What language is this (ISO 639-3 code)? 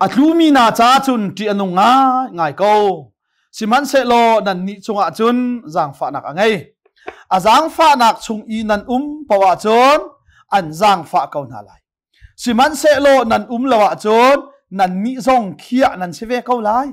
cnh